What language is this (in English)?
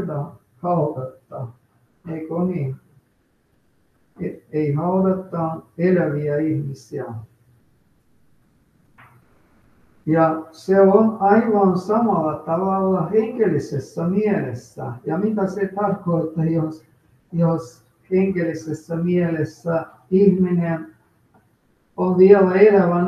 Finnish